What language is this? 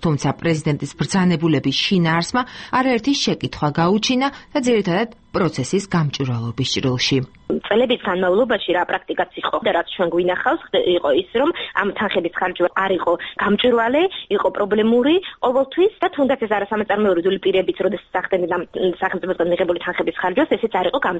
Georgian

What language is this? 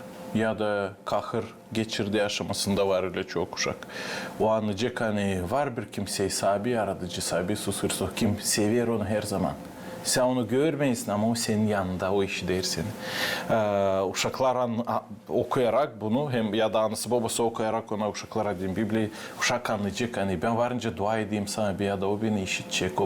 Gagauz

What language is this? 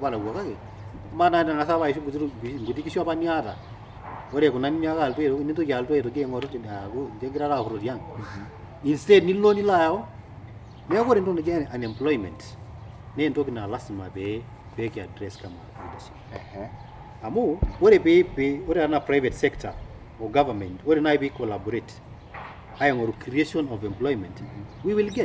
Masai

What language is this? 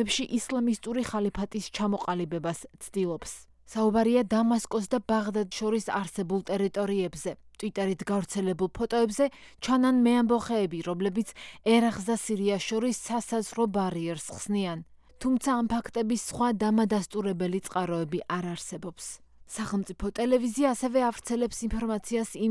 Georgian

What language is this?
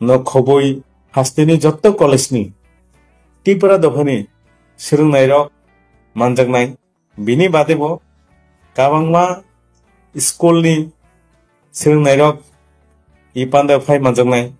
Kok Borok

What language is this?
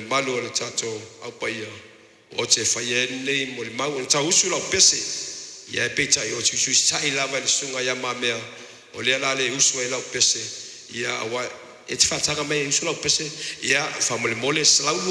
Samoan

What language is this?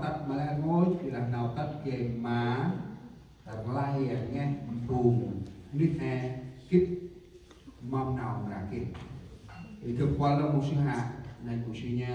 Central Mnong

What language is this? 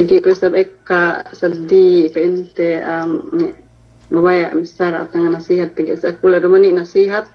Yakan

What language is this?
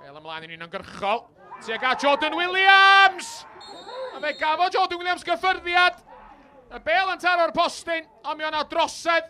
Welsh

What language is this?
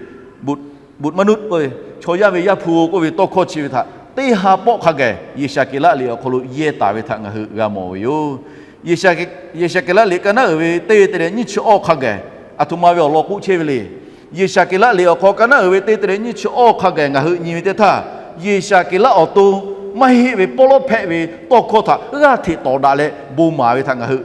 Lahu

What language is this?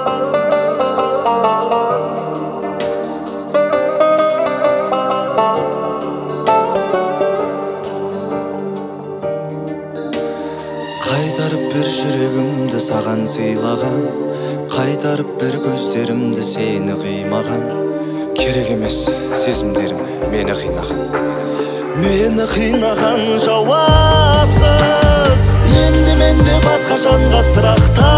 Kazakh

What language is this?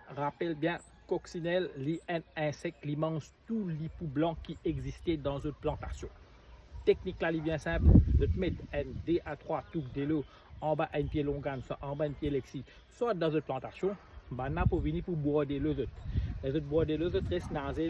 Morisyen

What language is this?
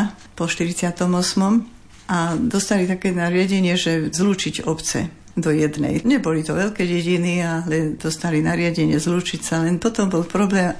Slovak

